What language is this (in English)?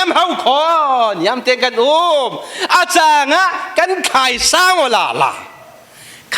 Falam Chin